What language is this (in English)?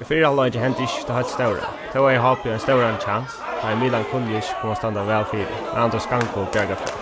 Faroese